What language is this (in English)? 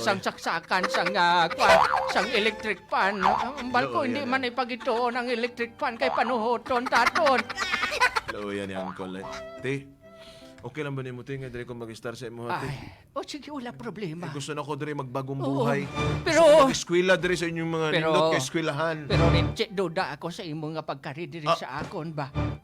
Hiligaynon